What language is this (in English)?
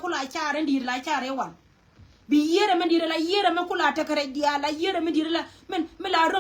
Nuer